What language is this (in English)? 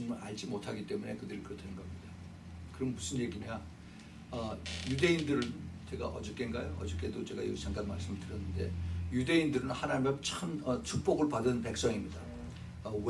Korean